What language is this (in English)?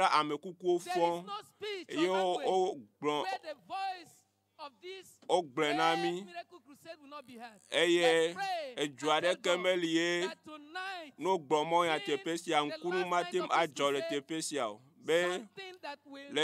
Ewe